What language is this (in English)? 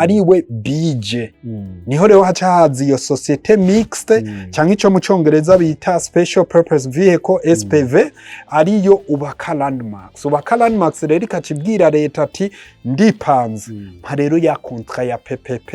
Rundi